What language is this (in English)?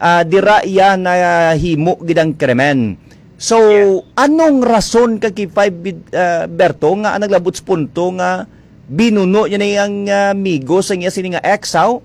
Hiligaynon